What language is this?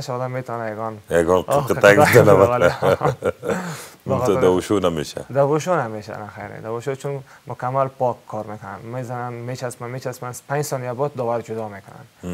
Persian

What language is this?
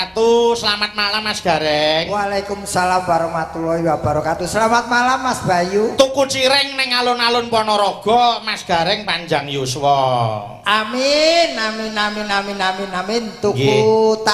Javanese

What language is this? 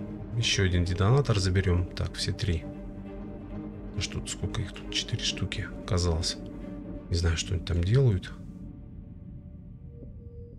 Russian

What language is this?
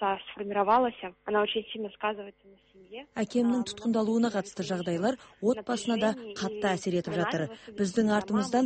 Kazakh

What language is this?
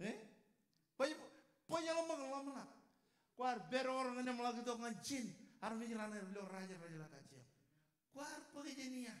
Marshallese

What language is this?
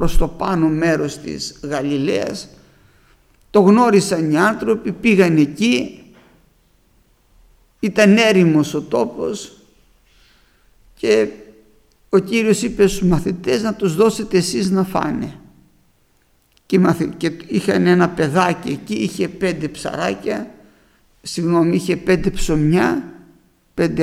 Greek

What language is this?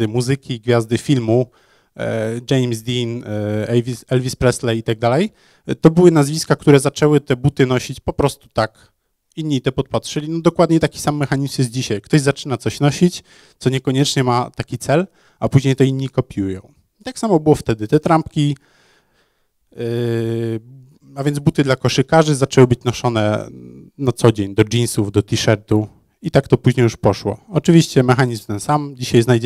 Polish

